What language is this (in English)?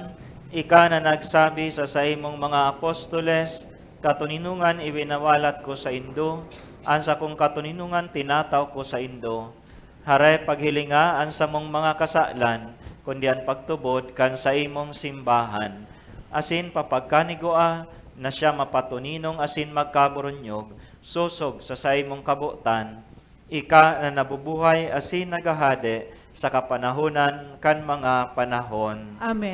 Bikol